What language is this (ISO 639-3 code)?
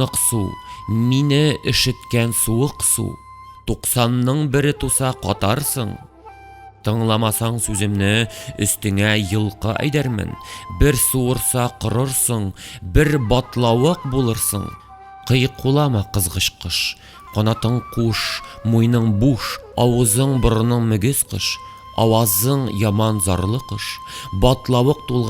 tat